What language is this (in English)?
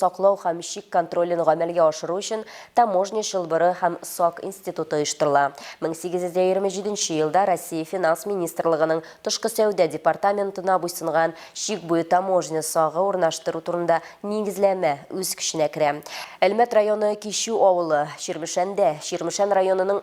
Tatar